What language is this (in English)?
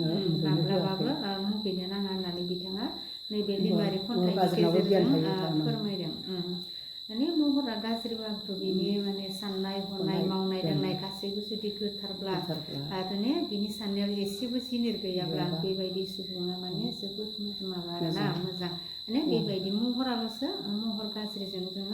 Bodo